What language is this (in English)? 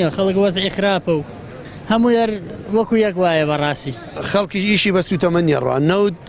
Central Kurdish